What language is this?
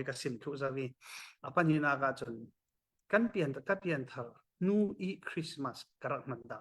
Falam Chin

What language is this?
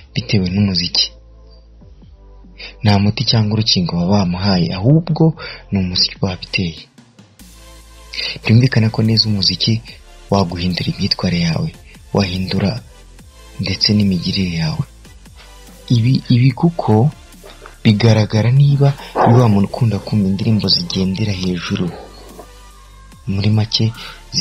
Kinyarwanda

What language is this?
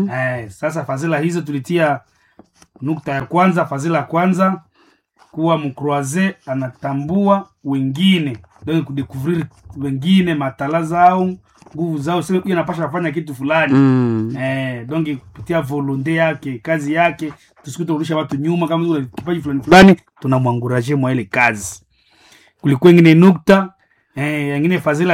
Swahili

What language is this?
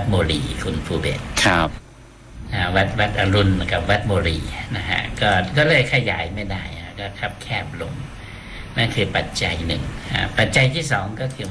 Thai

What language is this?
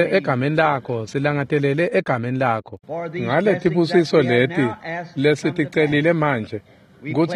Swati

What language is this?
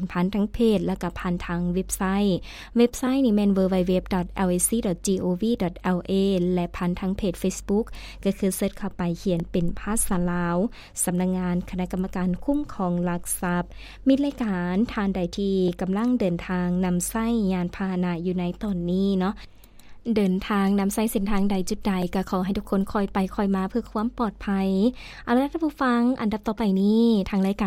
Lao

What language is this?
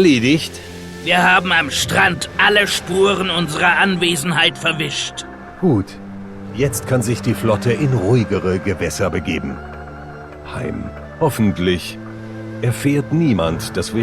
Bavarian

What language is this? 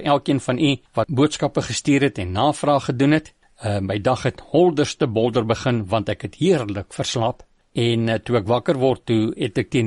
Afrikaans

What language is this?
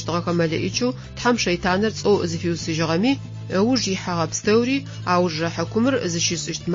Adyghe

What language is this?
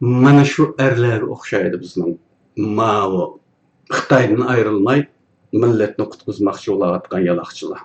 Uyghur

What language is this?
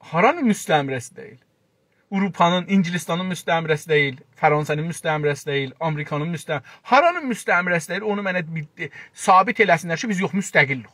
South Azerbaijani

